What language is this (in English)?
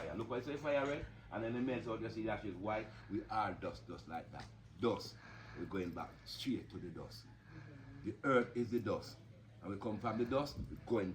Jamaican Creole English